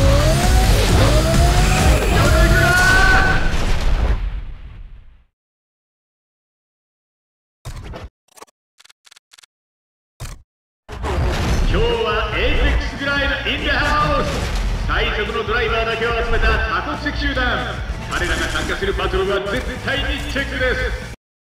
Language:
Japanese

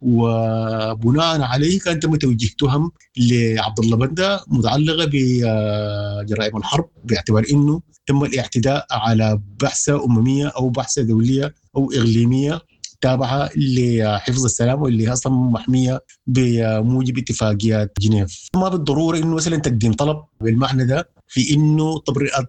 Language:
Sudanese Arabic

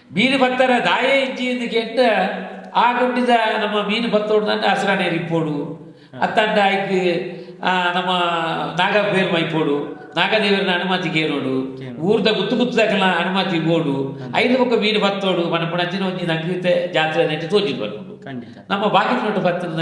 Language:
Tulu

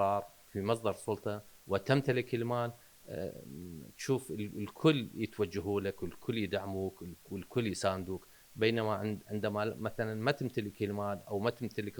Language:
Mesopotamian Arabic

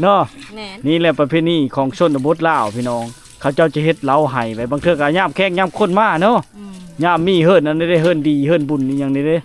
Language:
Lao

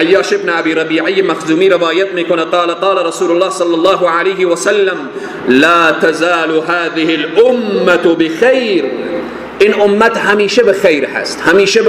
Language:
Persian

